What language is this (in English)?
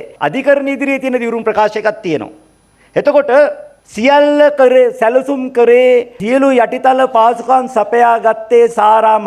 Sinhala